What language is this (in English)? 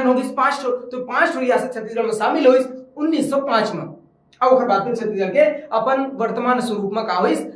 Chhattisgarhi